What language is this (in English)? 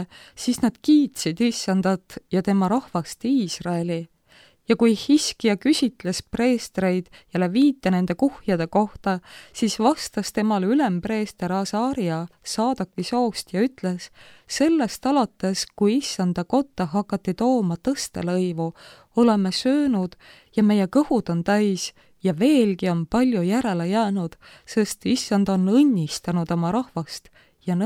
Estonian